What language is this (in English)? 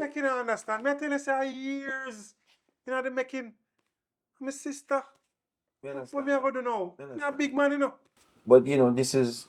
Jamaican Creole English